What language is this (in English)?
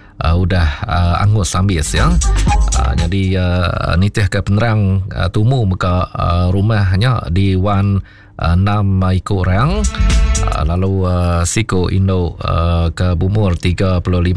Iban